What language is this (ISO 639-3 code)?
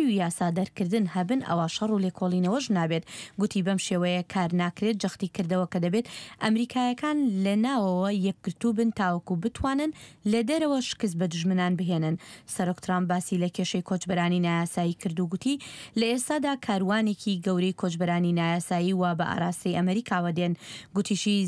ckb